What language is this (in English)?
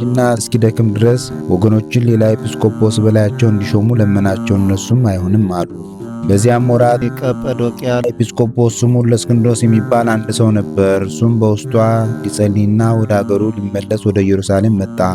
Amharic